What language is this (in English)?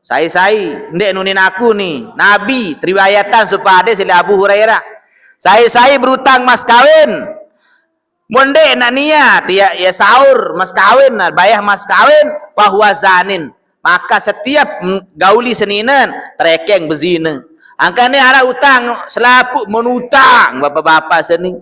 Sasak